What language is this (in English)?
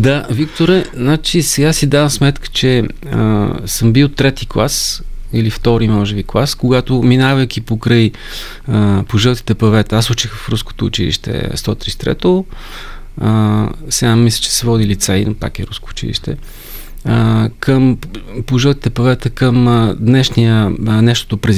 Bulgarian